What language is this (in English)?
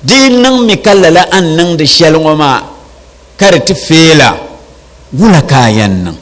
Dagbani